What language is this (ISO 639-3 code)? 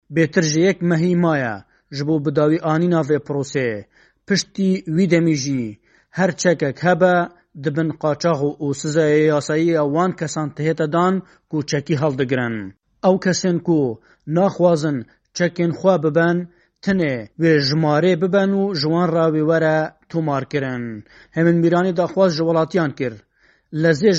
kur